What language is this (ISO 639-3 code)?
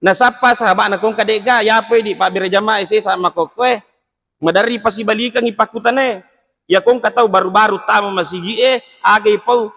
bug